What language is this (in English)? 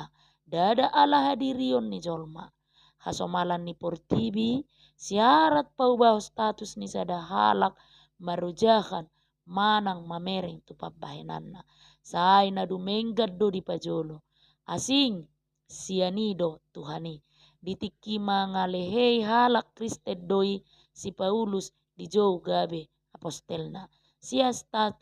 Batak Toba